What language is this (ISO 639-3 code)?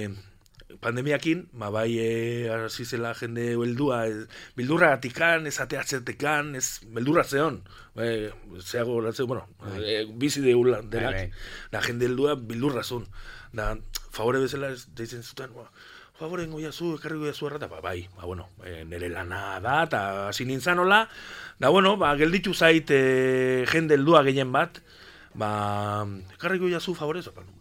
eus